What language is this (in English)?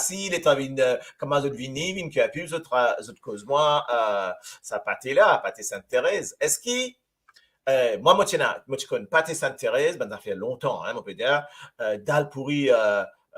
Morisyen